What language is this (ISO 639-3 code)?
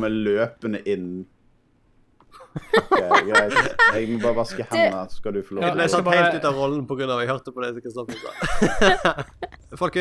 nor